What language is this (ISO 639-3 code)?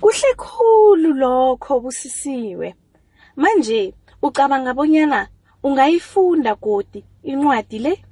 nbl